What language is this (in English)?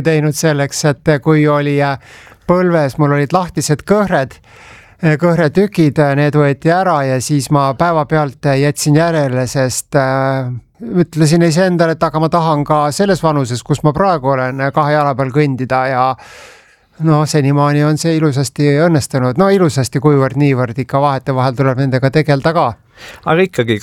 Estonian